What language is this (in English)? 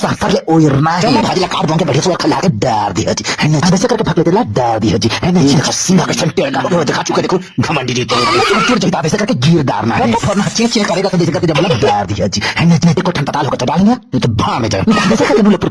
Chhattisgarhi